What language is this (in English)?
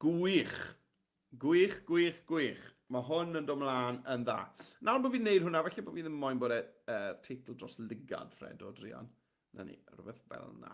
Welsh